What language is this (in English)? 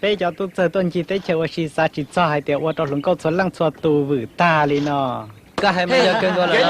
Hmong